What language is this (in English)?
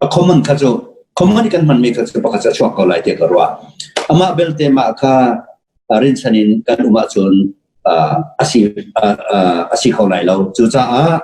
Hakha Chin